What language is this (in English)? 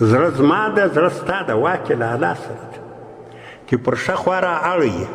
Pashto